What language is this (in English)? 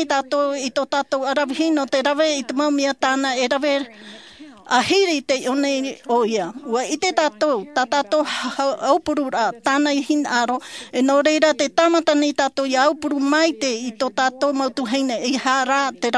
Tahitian